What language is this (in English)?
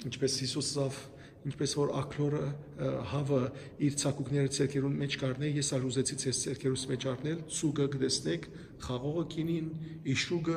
Western Armenian